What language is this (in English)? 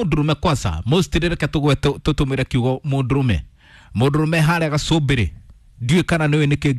Kikuyu